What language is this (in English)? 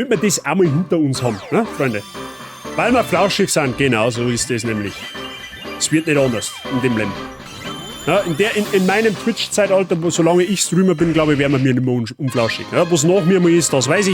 Bavarian